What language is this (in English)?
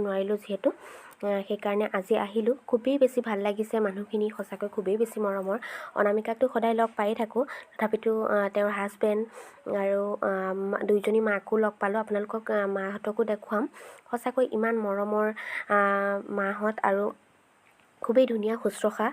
Assamese